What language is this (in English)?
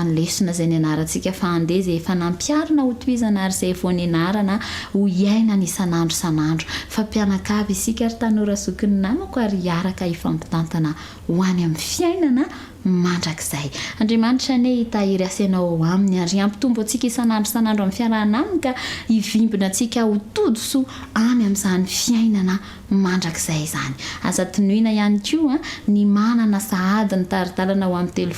Malagasy